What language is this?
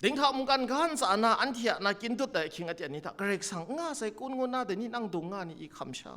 Kachin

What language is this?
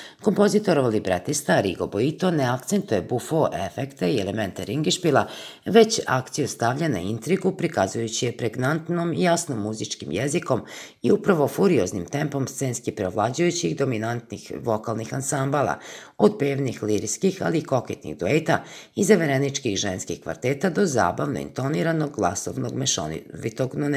Serbian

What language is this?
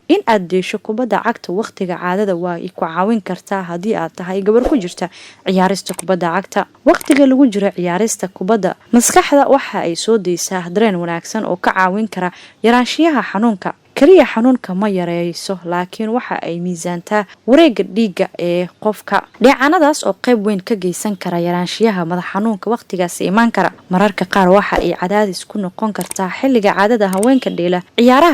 Somali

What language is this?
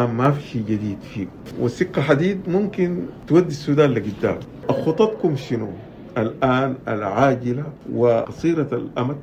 Sudanese Arabic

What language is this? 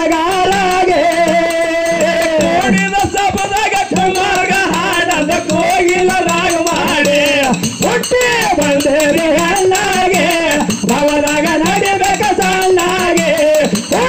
Kannada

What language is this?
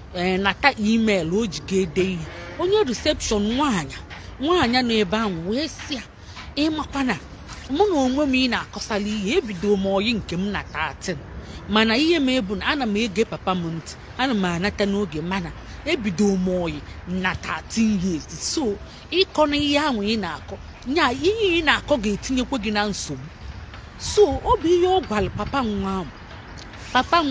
Igbo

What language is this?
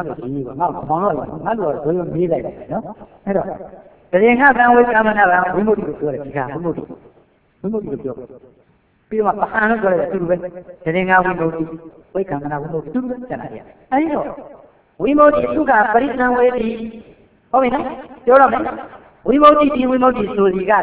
Burmese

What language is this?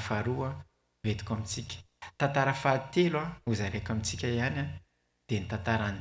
Malagasy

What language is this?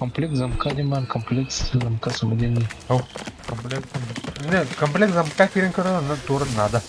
Yakut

